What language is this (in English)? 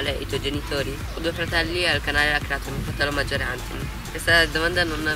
Italian